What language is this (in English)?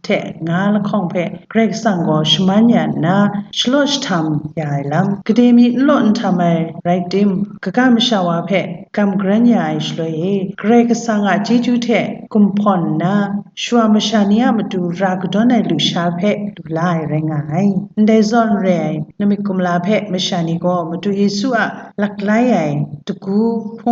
Kachin